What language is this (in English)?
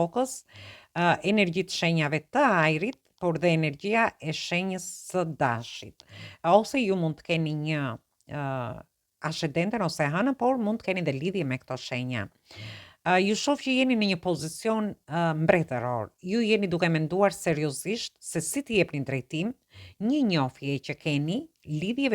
Albanian